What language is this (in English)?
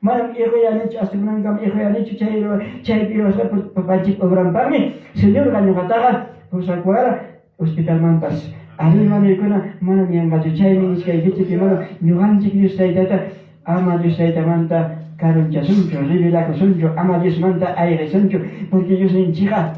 Ayacucho Quechua